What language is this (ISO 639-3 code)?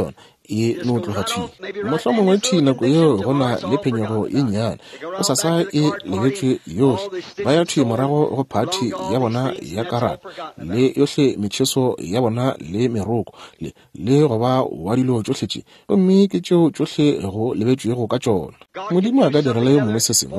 nso